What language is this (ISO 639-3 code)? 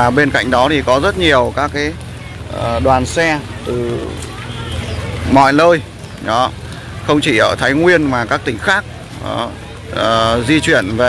vie